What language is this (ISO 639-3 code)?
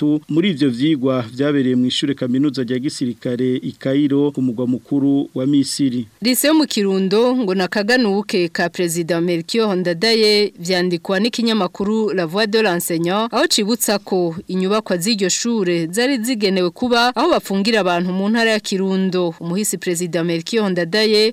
run